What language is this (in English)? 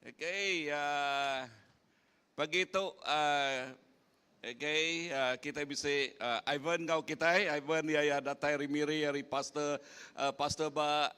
Iban